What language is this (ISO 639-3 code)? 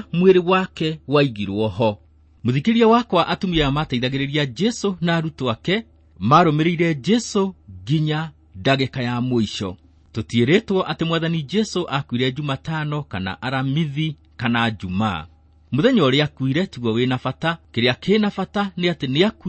kik